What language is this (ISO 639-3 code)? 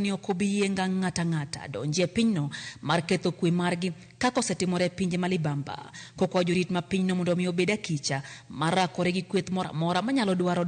luo